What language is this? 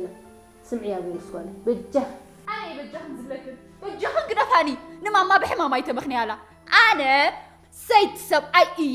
Tigrinya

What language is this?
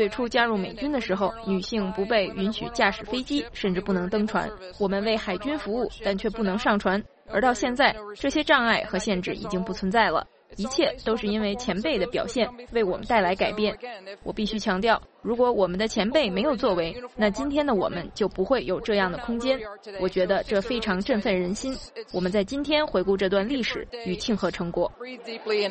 Chinese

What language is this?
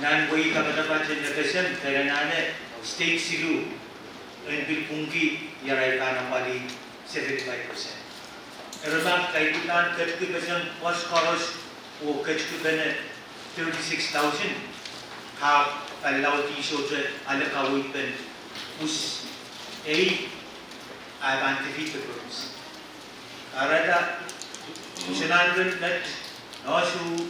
Pohnpeian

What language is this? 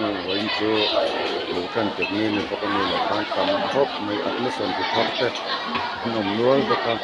Mizo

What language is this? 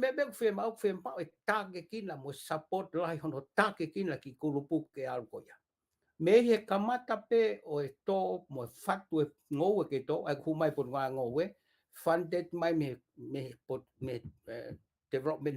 Tongan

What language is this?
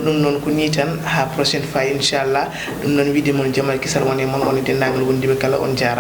Fula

